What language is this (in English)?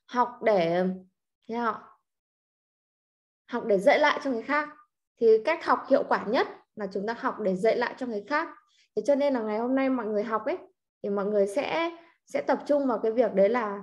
Vietnamese